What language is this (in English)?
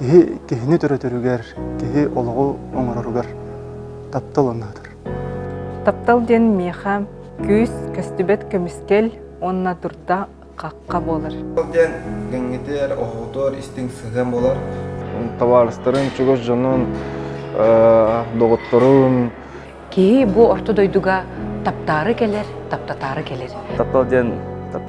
Yakut